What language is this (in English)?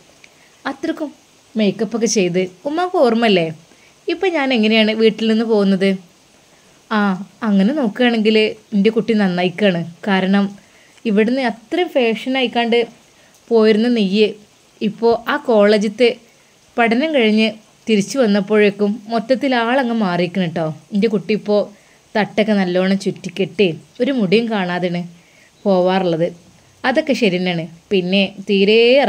Malayalam